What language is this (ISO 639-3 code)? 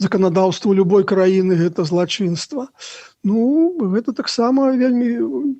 bel